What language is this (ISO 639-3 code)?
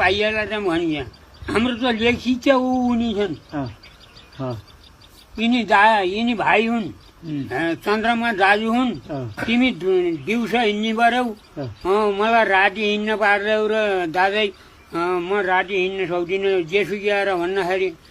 nep